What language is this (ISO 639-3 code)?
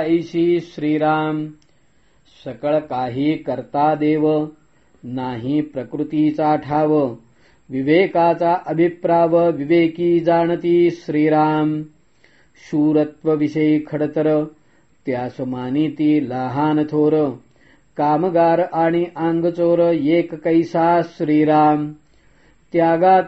mar